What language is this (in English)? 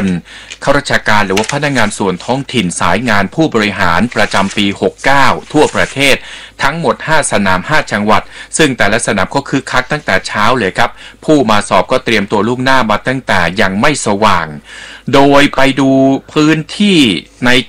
Thai